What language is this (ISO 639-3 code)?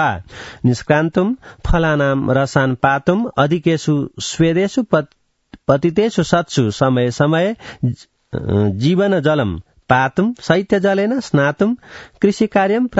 san